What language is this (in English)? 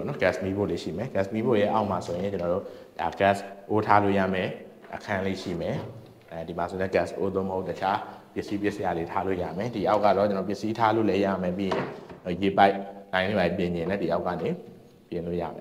Burmese